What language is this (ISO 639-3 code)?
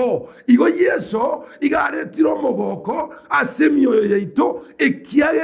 guz